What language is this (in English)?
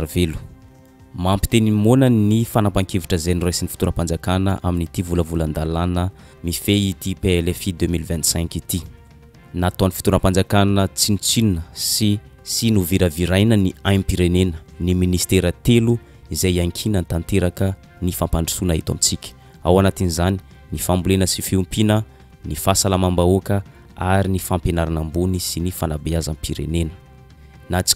Malagasy